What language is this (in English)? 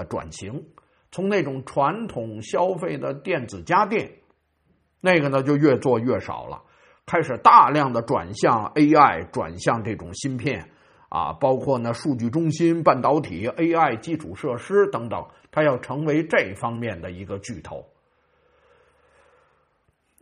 Chinese